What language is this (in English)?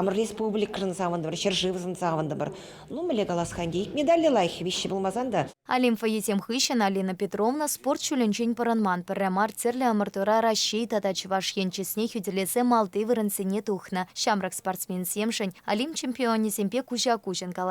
Chuvash